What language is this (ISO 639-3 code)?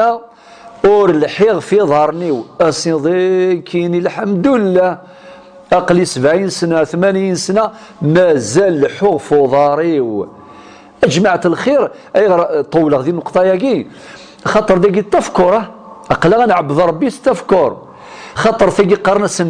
kab